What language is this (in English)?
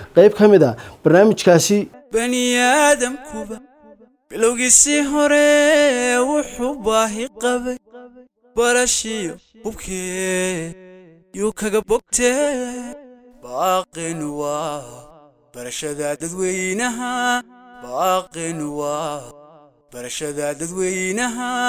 Somali